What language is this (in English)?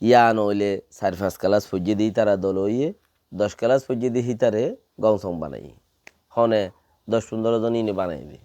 Rohingya